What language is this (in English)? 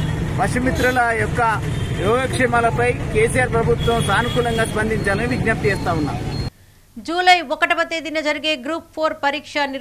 Telugu